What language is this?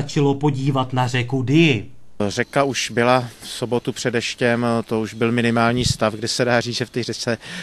Czech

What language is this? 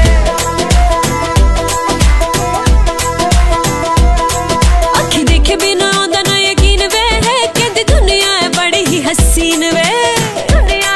Punjabi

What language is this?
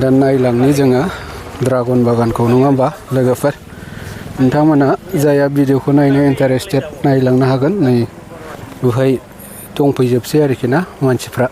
Bodo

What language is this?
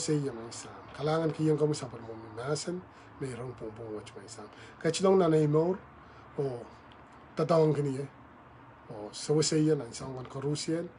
Pohnpeian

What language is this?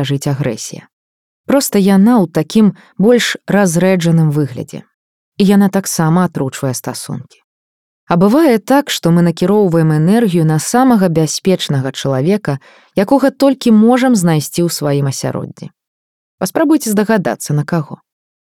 Belarusian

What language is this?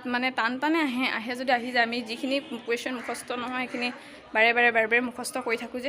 Assamese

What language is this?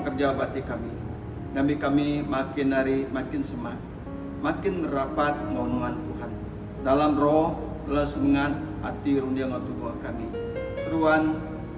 Iban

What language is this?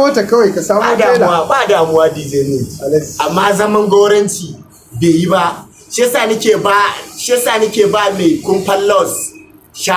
Hausa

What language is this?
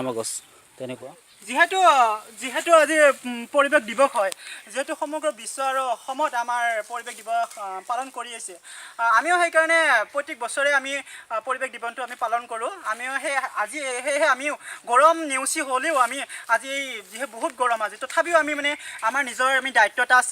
Assamese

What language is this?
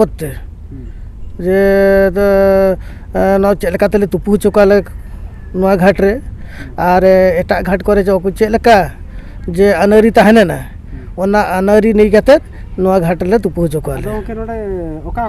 Santali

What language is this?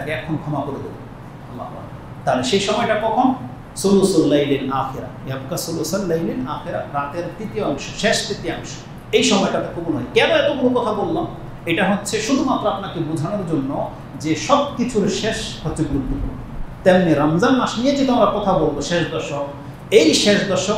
Bangla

